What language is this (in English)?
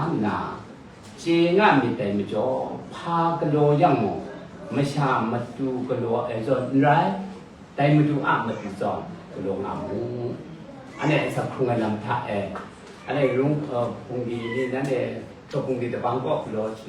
Kachin